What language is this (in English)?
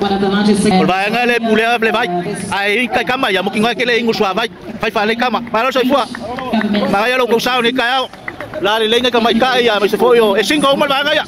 Samoan